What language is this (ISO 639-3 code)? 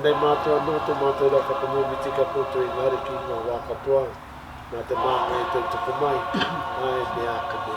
mri